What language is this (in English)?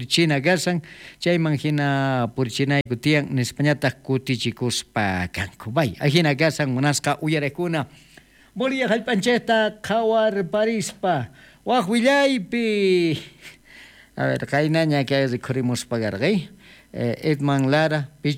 South Bolivian Quechua